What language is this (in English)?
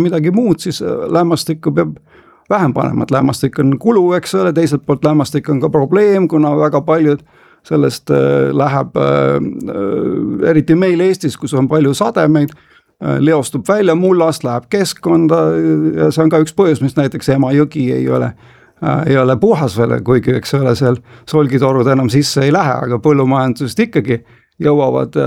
Estonian